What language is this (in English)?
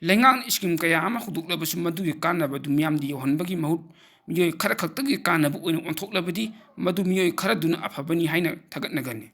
Manipuri